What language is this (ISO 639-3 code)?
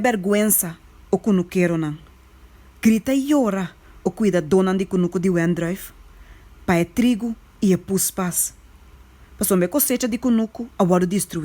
pap